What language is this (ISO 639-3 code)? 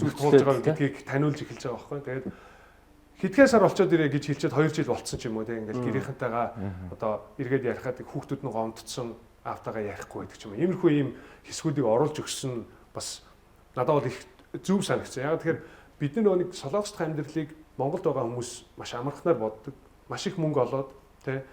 mon